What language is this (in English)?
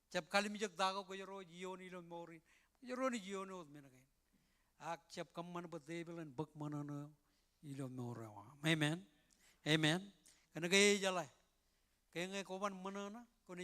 Marshallese